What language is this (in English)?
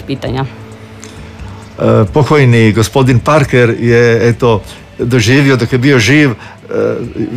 Croatian